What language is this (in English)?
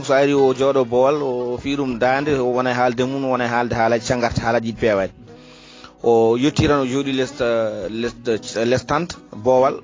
Fula